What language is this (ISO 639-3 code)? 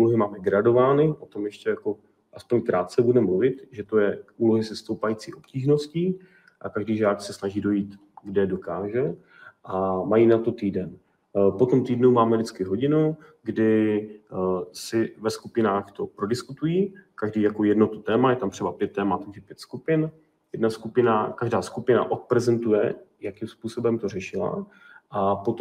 ces